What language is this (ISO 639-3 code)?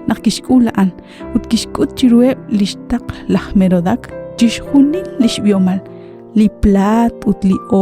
kek